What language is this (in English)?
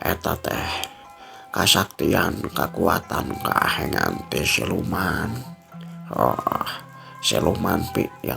Sundanese